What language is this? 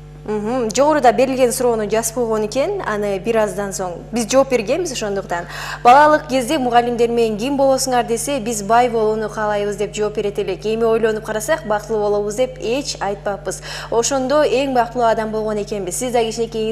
Kyrgyz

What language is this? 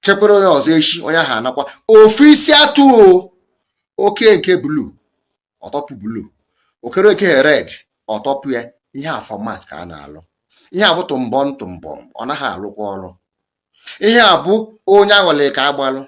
Igbo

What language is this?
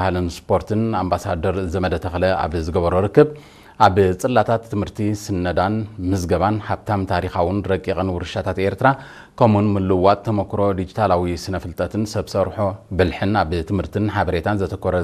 Tigrinya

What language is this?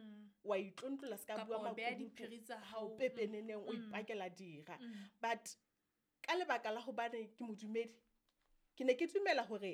Southern Sotho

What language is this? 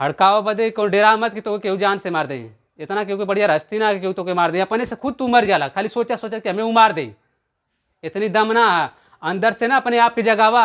Bhojpuri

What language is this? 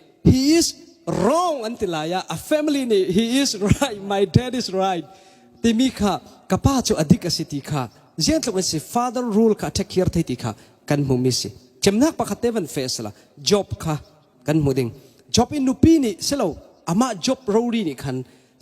Falam Chin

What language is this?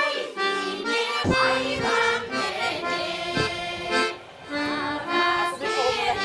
Chuvash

